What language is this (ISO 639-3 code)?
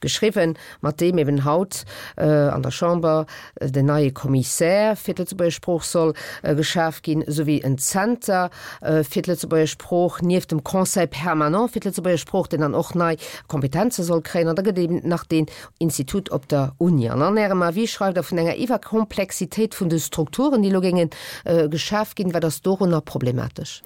ltz